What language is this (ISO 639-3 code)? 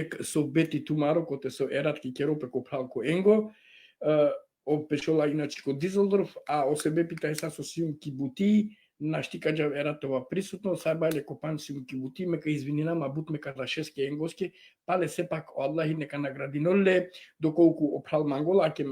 rmn